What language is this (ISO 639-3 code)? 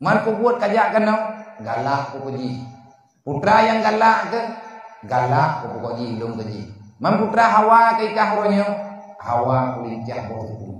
ace